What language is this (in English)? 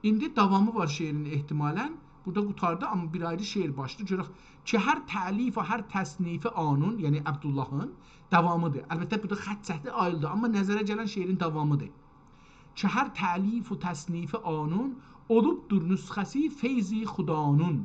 South Azerbaijani